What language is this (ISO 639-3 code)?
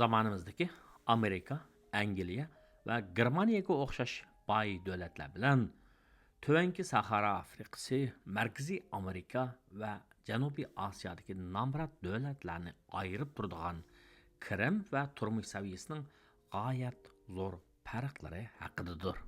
uig